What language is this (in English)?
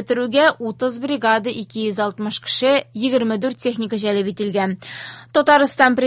Tatar